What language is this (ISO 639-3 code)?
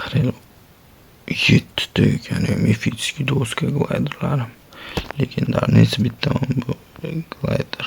uzb